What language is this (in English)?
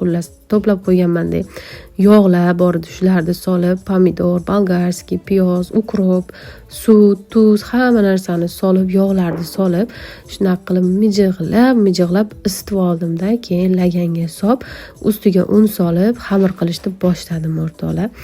Uzbek